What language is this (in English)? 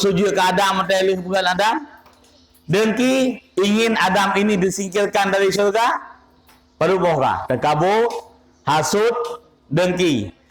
Achinese